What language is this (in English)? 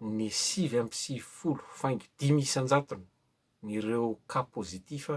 Malagasy